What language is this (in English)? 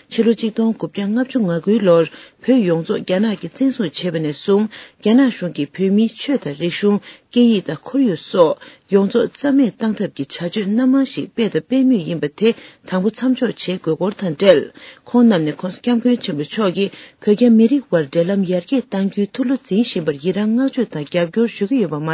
Tibetan